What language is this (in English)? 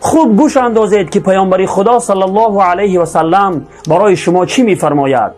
Tajik